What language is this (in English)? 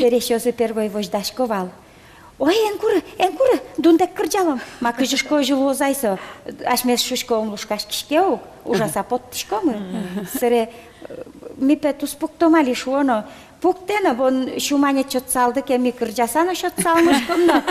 Udmurt